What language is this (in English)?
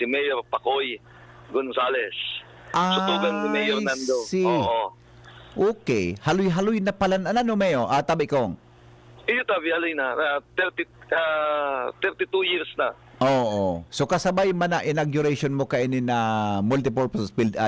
Bikol